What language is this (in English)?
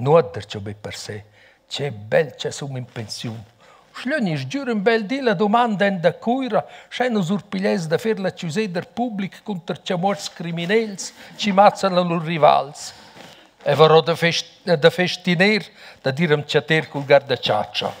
Romansh